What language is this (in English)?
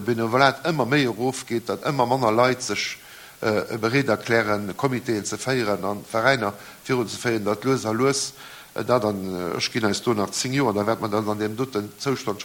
Luxembourgish